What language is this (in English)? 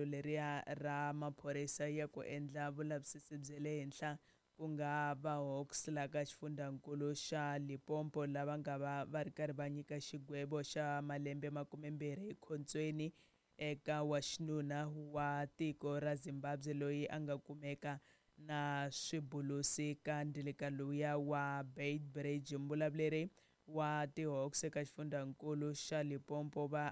Tsonga